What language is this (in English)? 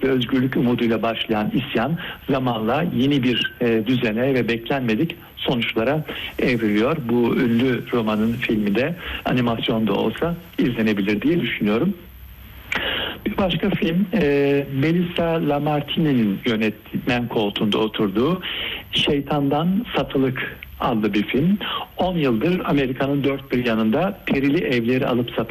Turkish